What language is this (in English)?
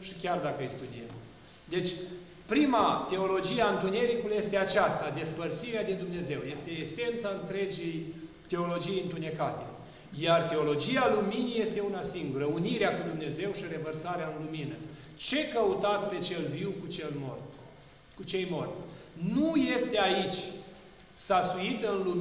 Romanian